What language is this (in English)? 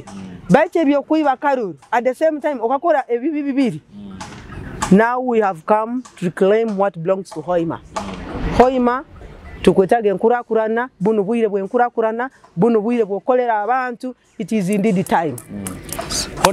Nyoro